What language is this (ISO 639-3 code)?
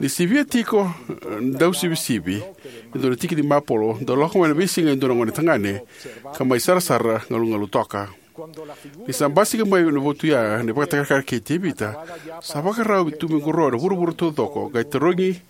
fij